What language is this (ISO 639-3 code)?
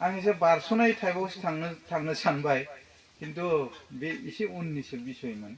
brx